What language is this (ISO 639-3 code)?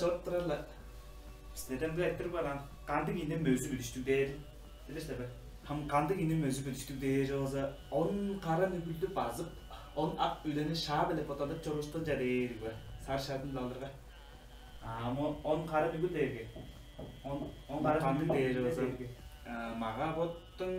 tyv